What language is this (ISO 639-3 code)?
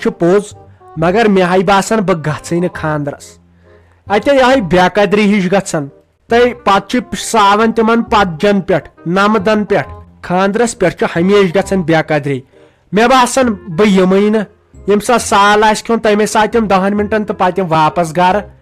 kas